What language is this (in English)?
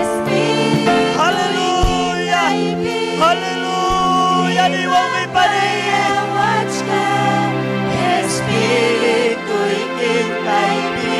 Ayacucho Quechua